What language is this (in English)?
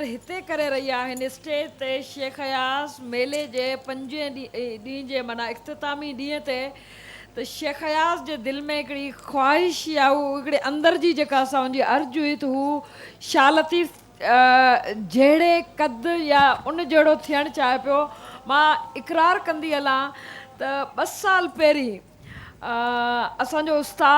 Sindhi